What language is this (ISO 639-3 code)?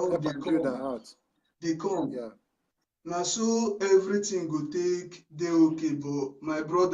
pcm